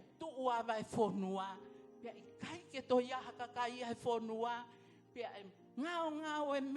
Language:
Tongan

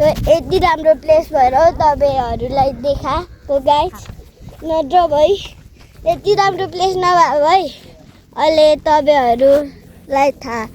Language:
Nepali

